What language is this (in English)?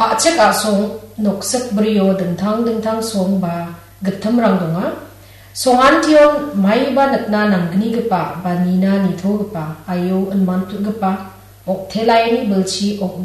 Garo